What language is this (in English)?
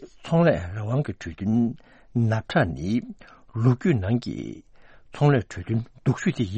Tibetan